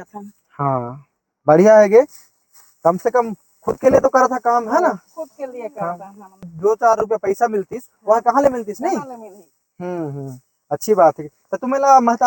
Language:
Chhattisgarhi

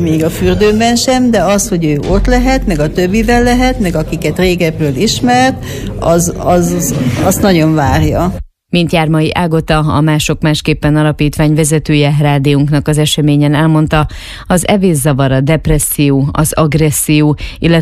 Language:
Hungarian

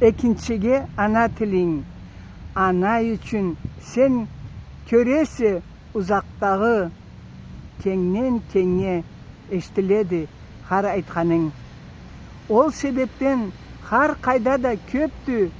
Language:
Karachay-Balkar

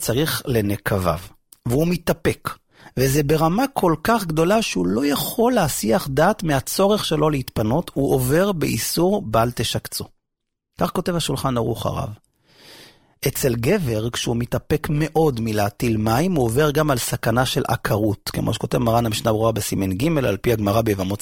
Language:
Hebrew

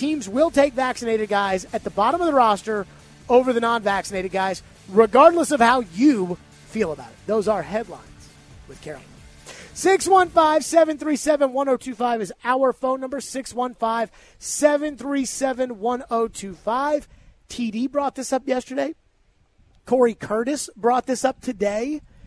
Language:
English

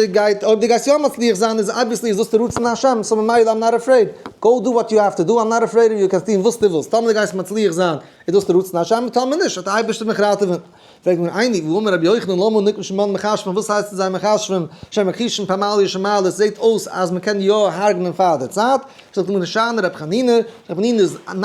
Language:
Yiddish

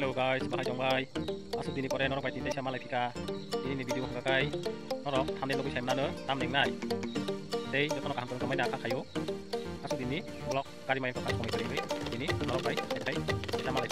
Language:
Kok Borok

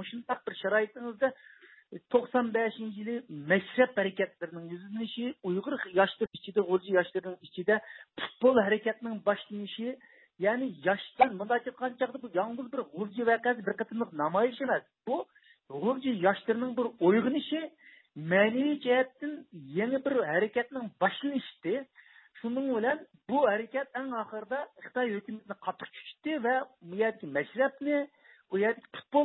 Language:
Uyghur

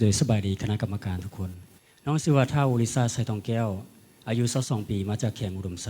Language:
Lao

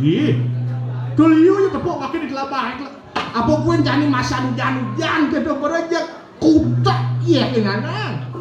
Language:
Balinese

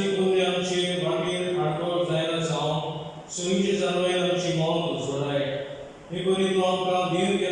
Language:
Konkani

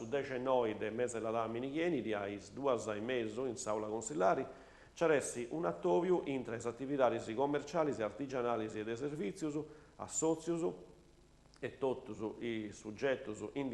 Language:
Sardinian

